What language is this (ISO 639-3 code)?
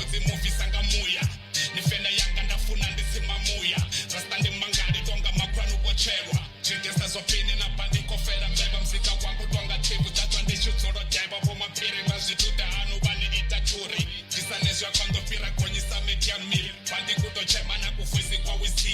ven